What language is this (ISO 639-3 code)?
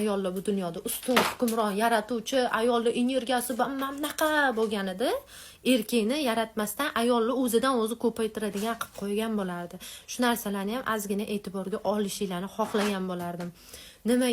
uzb